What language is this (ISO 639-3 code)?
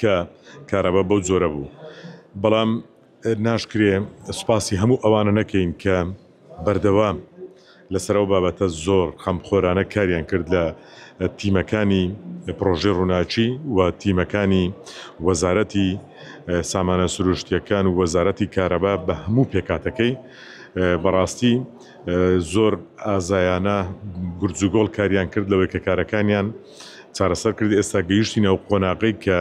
ckb